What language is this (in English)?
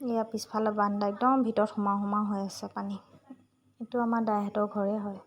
Assamese